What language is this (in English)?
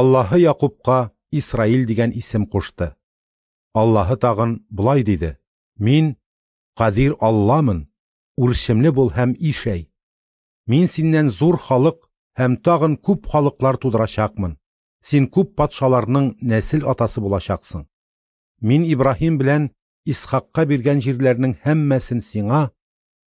Tatar